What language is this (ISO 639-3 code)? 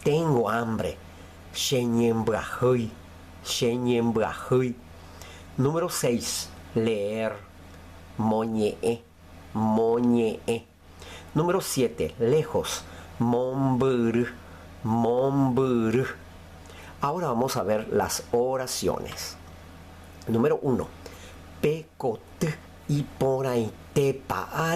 grn